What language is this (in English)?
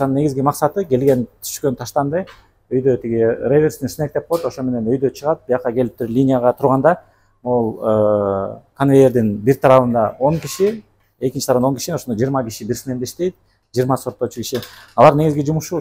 Kyrgyz